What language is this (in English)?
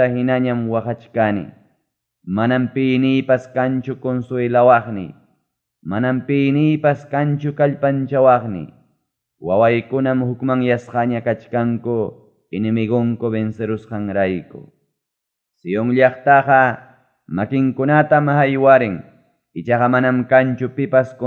Ayacucho Quechua